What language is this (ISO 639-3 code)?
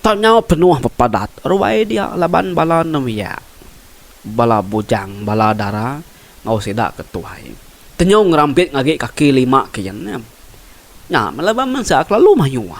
iba